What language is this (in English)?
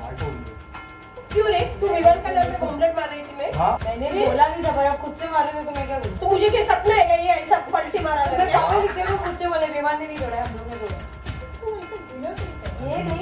Hindi